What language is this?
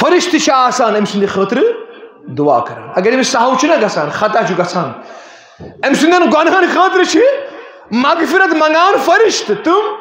Kashmiri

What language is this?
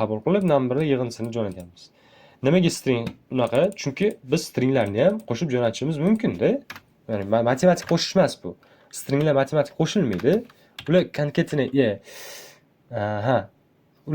Uzbek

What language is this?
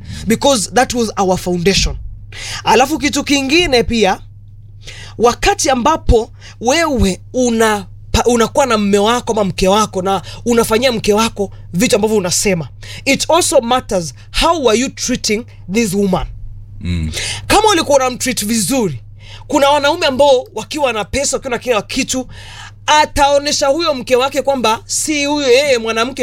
Swahili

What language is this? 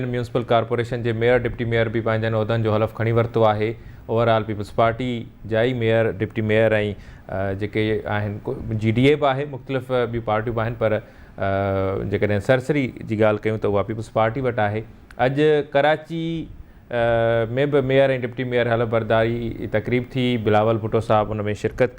Sindhi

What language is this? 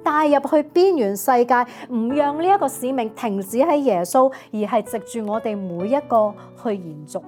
Cantonese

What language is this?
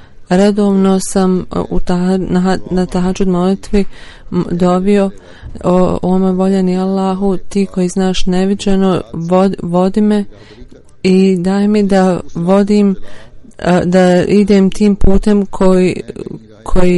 Bosnian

